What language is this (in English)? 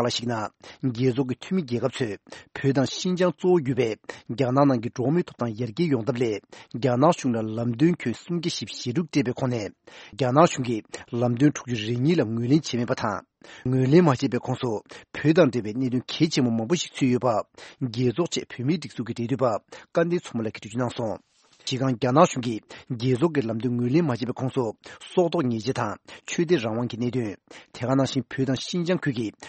Tibetan